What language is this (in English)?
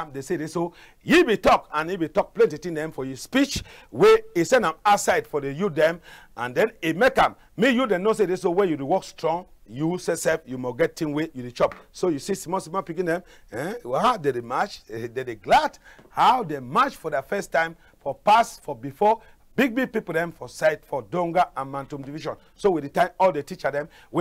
Cameroon Pidgin